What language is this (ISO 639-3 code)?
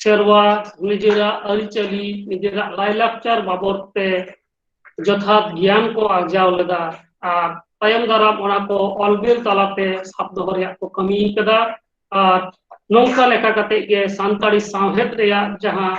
sat